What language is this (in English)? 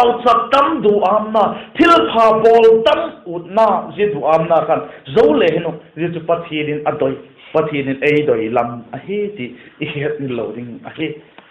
Vaiphei